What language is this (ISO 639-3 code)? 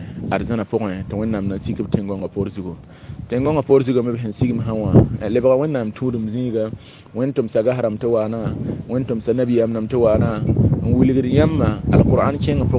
mos